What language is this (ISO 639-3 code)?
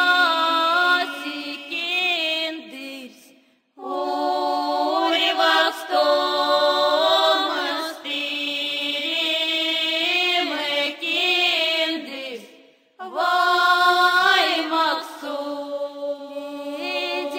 myv